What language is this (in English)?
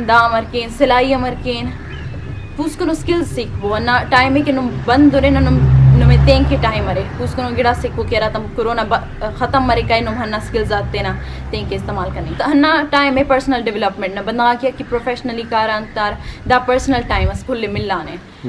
Brahui